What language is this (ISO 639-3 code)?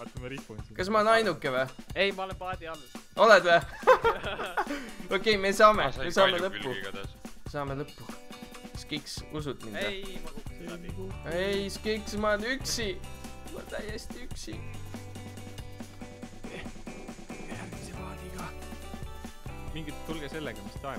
est